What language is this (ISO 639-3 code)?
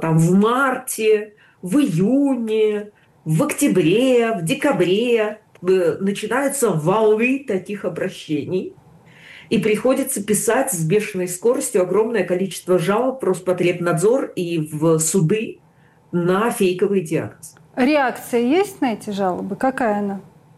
rus